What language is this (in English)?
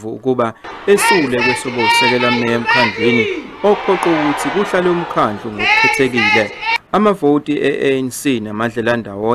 Zulu